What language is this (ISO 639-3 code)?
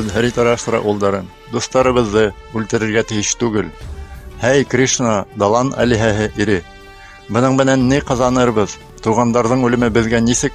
bak